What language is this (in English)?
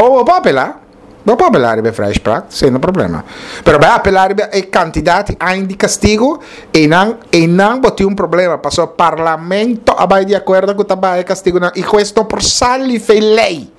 Papiamento